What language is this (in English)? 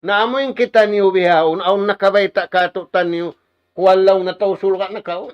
Tausug